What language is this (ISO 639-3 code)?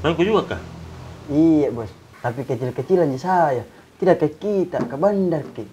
mfp